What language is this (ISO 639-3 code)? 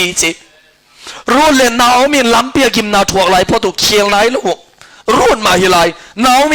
ctd